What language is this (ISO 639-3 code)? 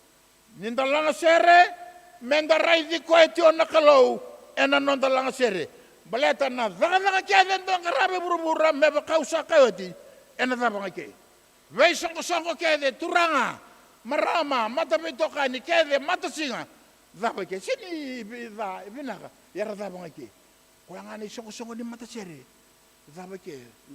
fij